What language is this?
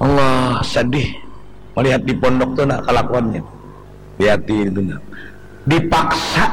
Banjar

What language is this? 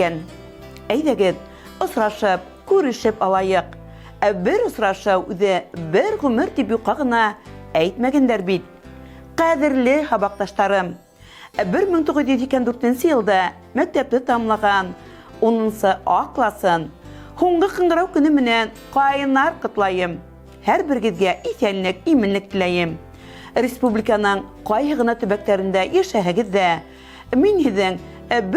Bashkir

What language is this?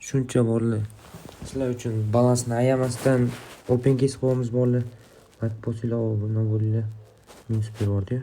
Uzbek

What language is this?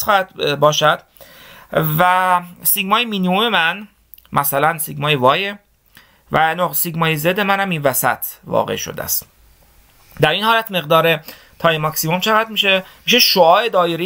Persian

